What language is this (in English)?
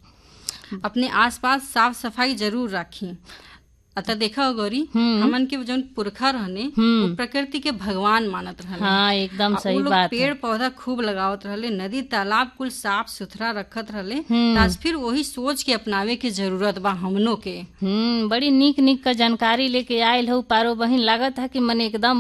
Bhojpuri